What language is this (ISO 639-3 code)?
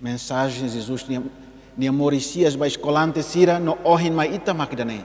tet